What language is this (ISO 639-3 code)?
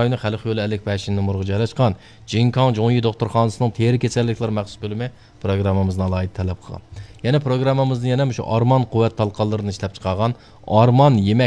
uig